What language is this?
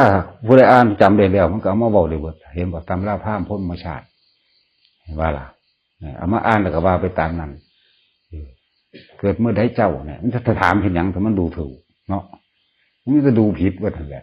Northeastern Thai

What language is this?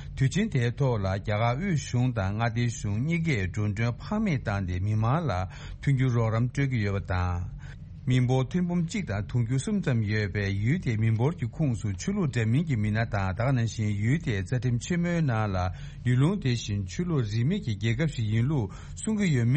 Tibetan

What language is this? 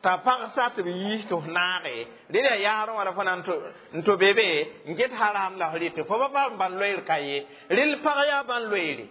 Mossi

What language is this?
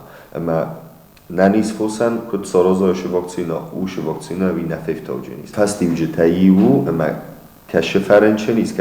Ossetic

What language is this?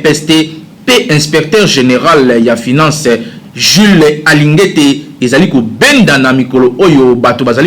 Lingala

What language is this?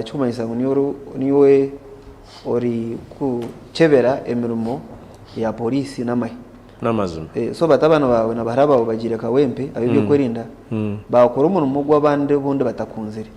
Nyankole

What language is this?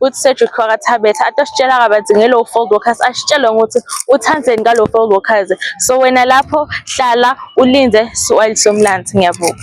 Zulu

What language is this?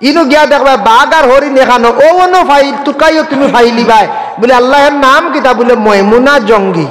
Sylheti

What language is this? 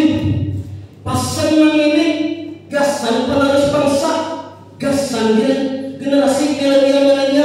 Banjar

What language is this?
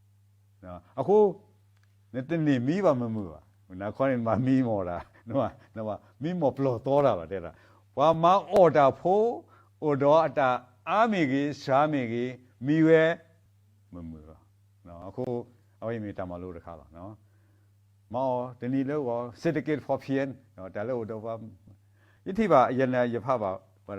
S'gaw Karen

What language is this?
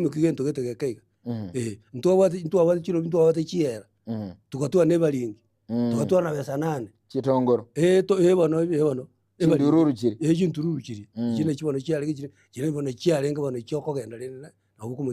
Gusii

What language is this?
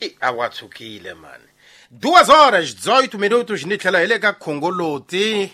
Tsonga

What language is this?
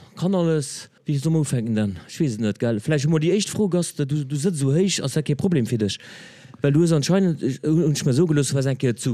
Luxembourgish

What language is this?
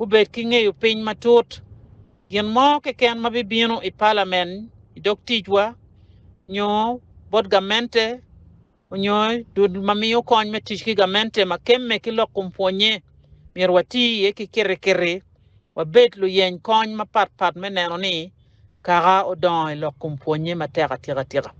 Acoli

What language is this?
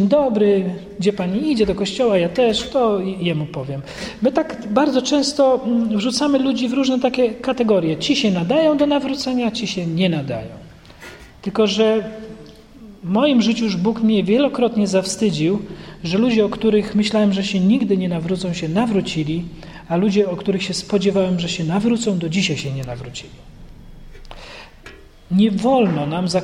Polish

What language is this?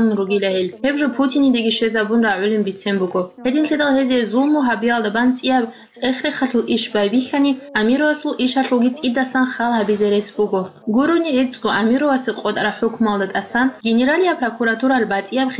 Avaric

